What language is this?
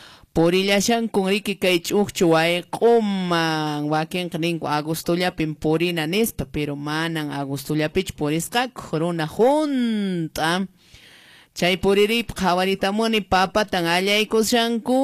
Quechua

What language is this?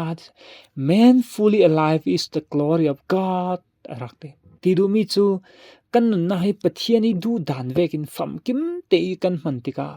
Falam Chin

